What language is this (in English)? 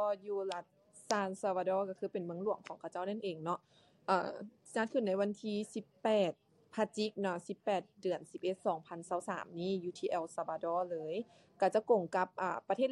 Lao